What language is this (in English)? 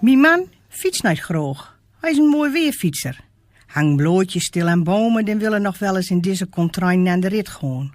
Gronings